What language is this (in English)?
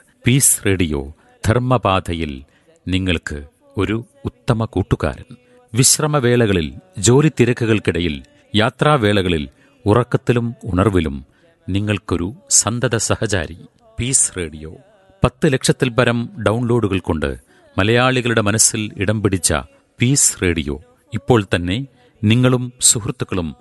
Malayalam